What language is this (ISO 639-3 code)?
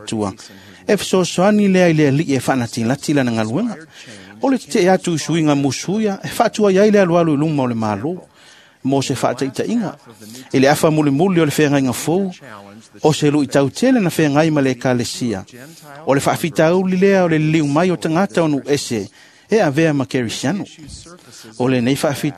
smo